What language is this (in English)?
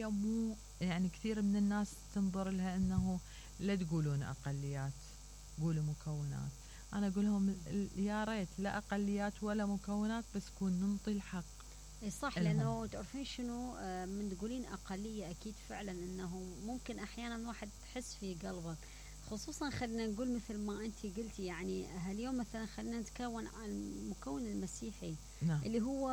Mesopotamian Arabic